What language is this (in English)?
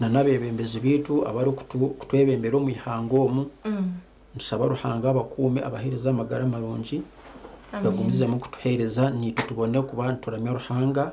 Nyankole